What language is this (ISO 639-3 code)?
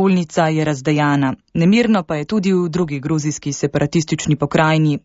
slv